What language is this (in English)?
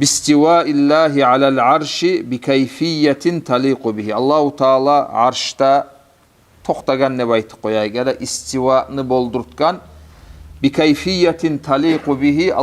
Kumyk